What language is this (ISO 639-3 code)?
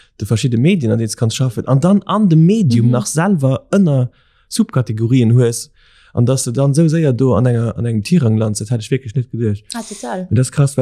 ltz